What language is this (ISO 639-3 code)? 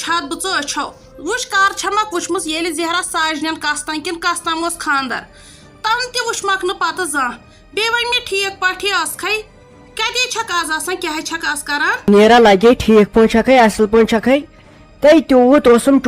kas